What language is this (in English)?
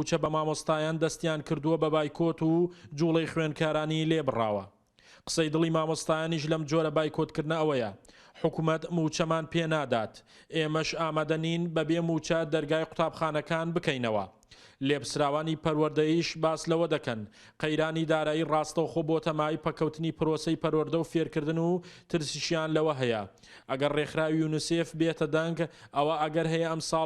Central Kurdish